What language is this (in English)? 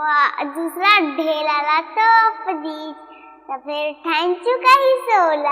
Chhattisgarhi